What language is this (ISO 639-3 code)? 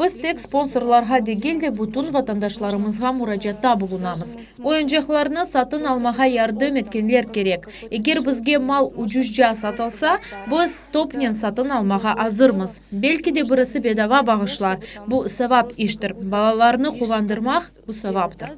crh